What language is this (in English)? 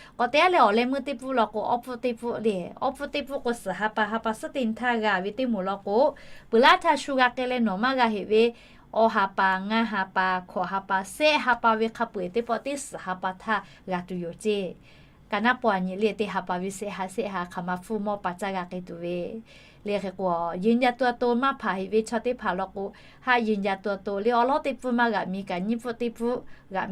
Lahu